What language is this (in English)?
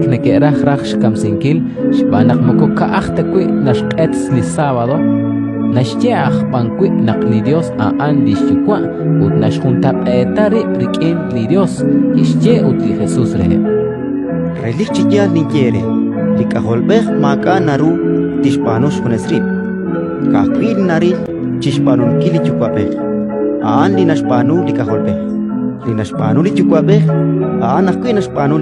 Kekchí